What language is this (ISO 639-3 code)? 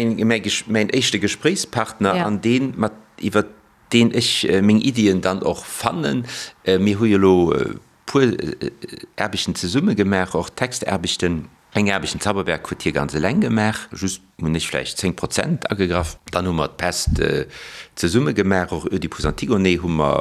ltz